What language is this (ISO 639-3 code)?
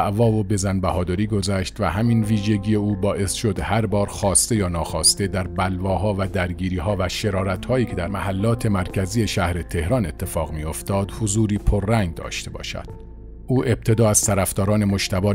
fas